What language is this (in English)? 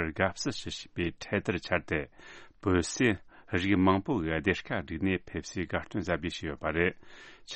Tibetan